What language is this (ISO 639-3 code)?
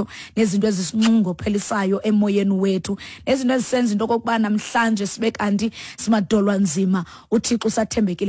xho